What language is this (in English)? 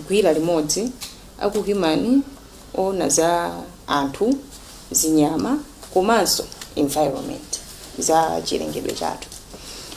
Nyanja